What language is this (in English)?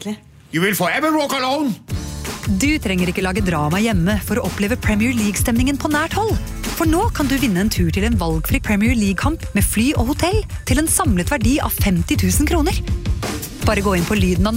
Norwegian